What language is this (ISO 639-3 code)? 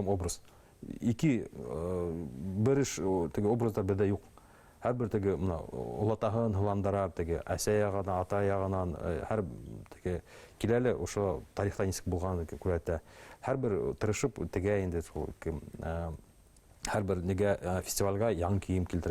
bak